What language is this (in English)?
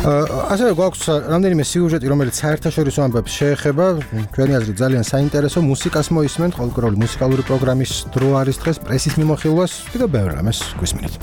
Georgian